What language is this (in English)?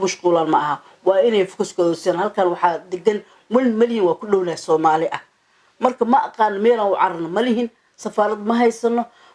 Somali